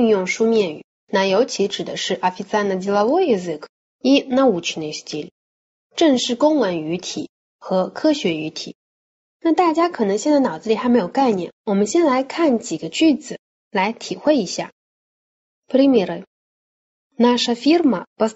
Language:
Chinese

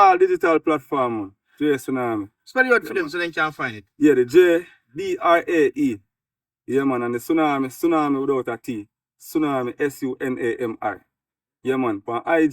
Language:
Jamaican Creole English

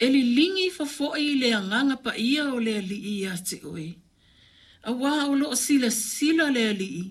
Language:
Samoan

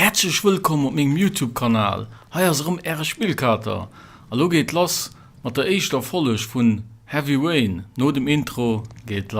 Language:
Luxembourgish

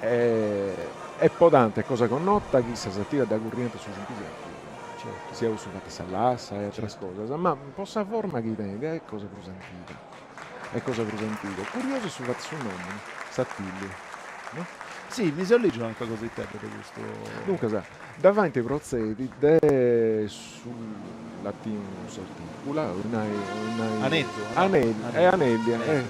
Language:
Sardinian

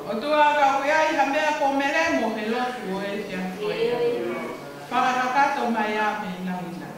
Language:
Tongan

